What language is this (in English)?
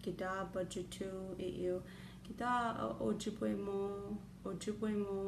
Chippewa